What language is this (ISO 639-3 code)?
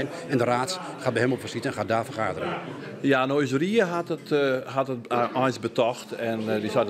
fry